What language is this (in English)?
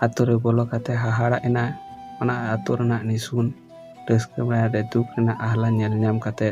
Santali